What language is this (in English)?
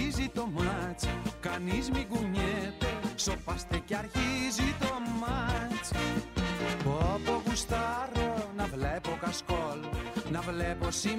Greek